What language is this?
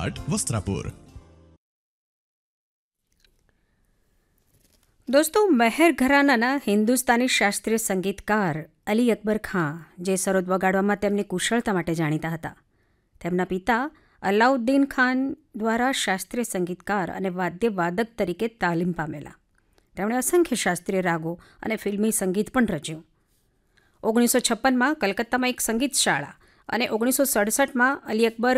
Gujarati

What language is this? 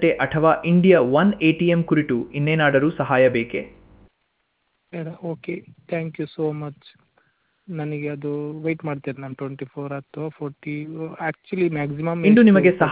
Kannada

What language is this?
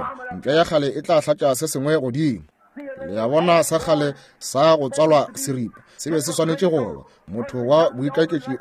Northern Sotho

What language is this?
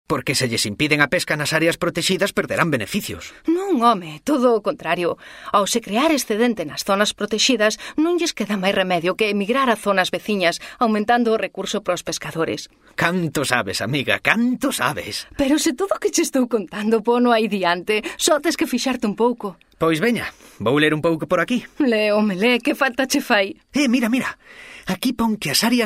Galician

